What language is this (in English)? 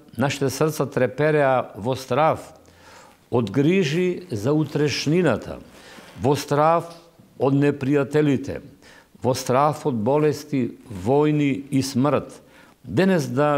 Macedonian